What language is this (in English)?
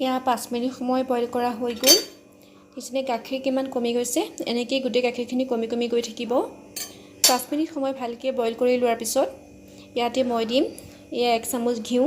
Assamese